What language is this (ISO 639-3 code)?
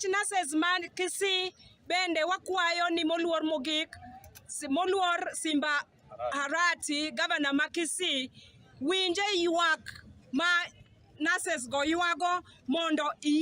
luo